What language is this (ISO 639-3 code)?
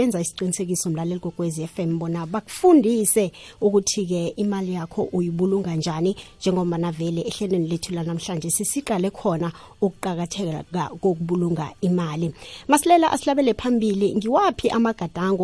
nbl